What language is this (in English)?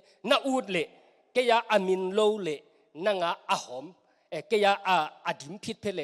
Tedim Chin